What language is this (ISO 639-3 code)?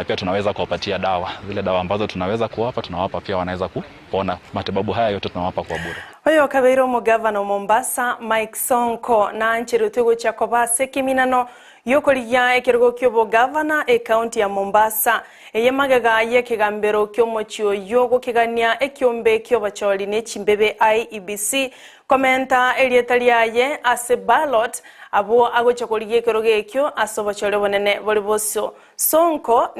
guz